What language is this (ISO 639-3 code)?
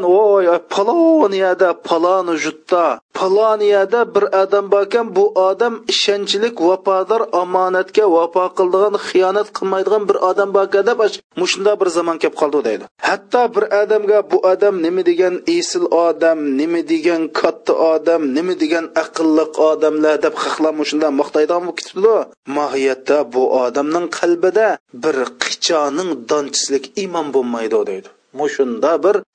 uig